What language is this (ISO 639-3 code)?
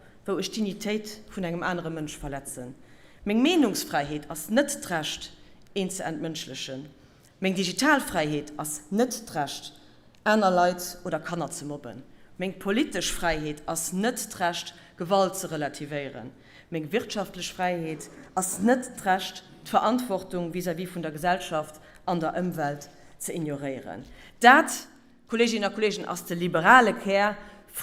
ltz